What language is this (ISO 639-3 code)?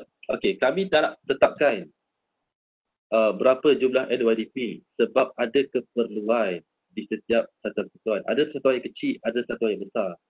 msa